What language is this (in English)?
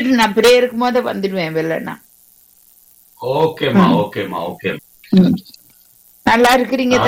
Tamil